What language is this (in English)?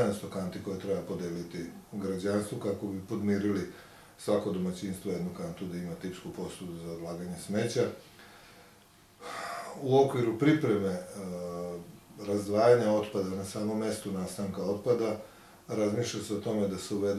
Serbian